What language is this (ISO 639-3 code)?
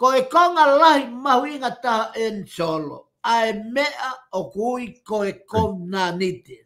ton